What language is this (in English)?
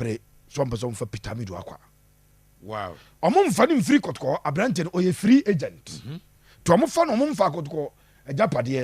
Akan